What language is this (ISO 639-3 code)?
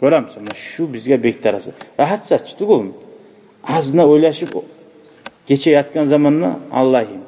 kum